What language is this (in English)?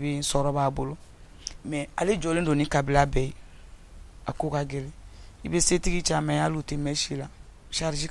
Bambara